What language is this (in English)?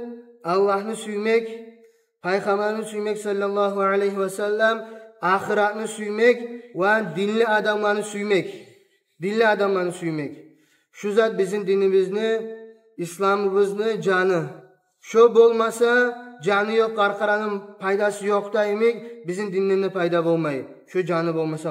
Kumyk